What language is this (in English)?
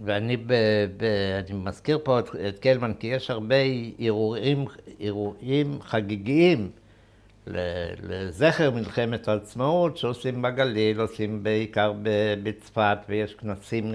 Hebrew